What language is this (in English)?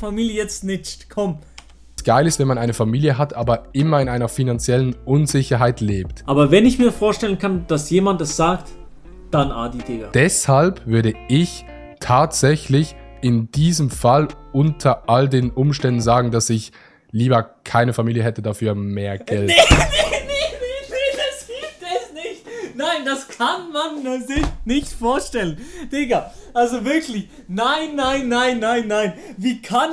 Swiss German